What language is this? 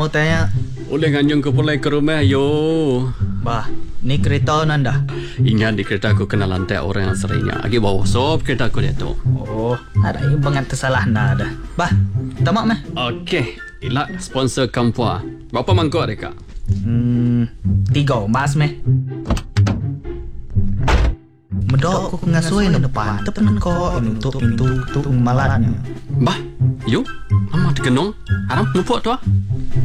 Malay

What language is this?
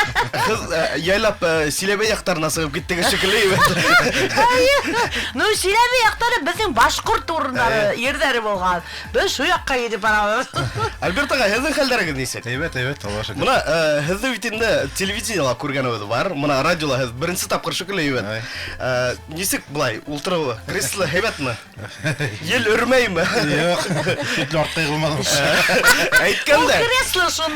Bashkir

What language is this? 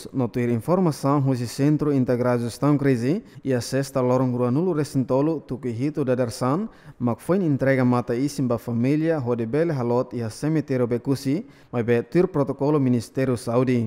Tetum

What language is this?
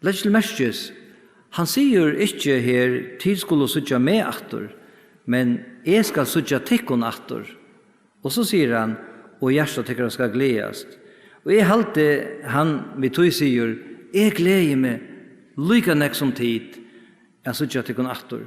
Faroese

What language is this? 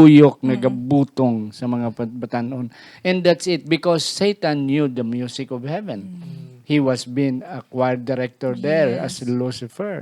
Hiligaynon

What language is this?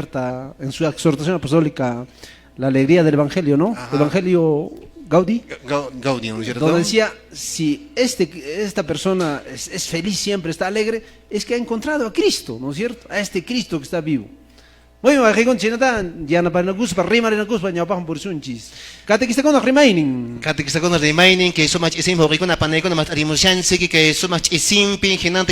Quechua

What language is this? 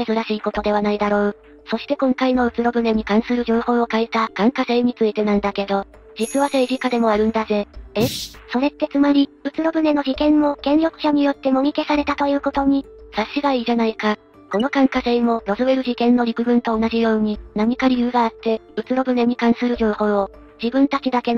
Japanese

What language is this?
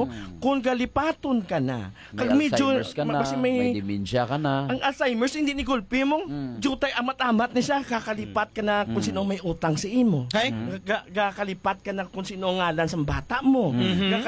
Hiligaynon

